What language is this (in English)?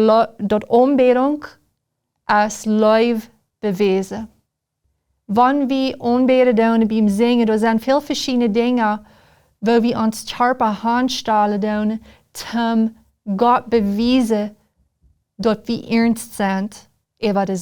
Plautdietsch